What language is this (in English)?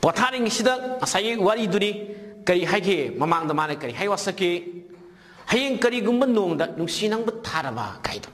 Manipuri